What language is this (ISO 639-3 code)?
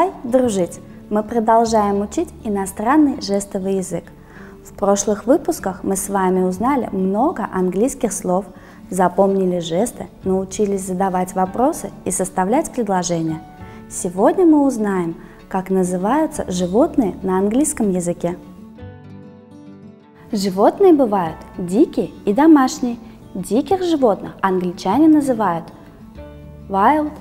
rus